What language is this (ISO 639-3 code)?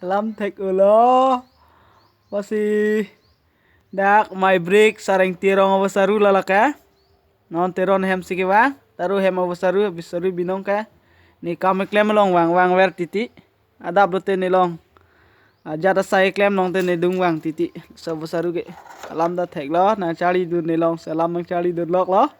mjw